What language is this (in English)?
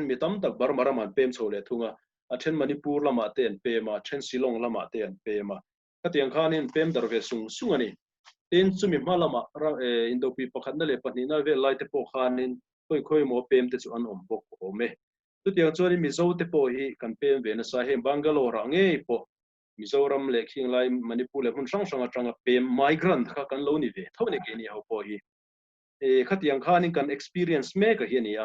Mizo